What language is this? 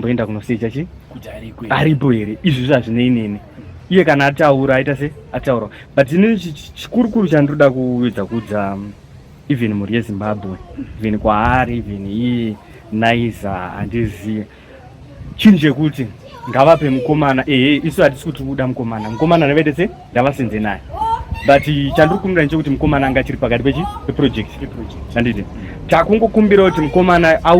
Shona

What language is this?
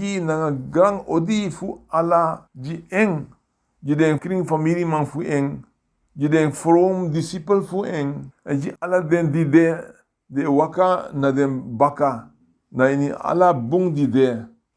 Sranan Tongo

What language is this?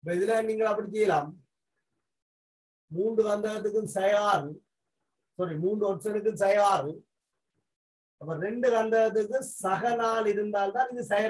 Tamil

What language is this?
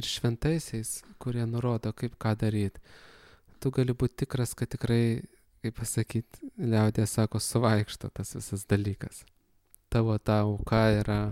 Lithuanian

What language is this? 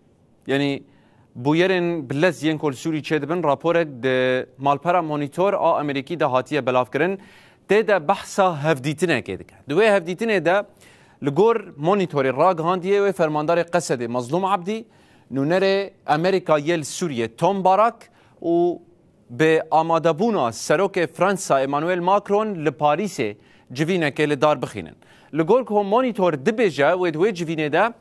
Kurdish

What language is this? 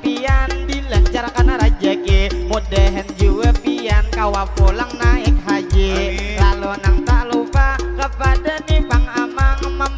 Banjar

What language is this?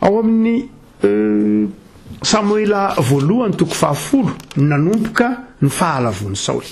Malagasy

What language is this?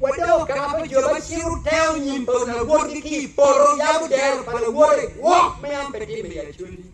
Acoli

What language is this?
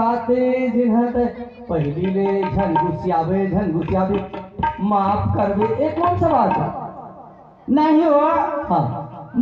Chhattisgarhi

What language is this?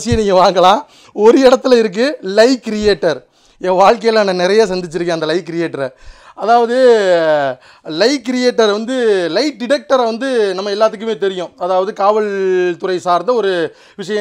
Tamil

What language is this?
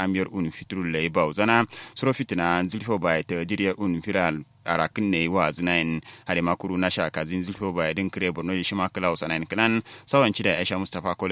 Kanuri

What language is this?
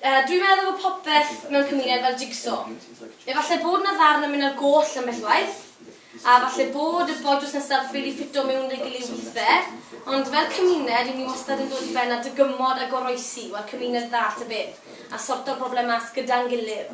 Welsh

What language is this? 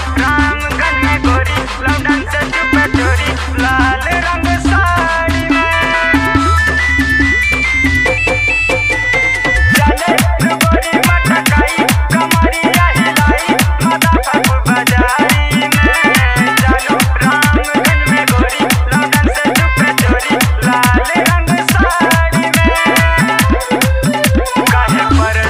Bhojpuri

